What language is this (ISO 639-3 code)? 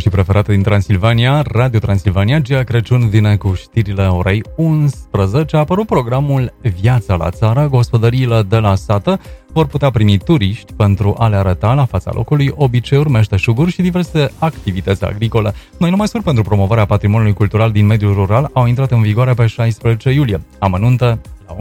ron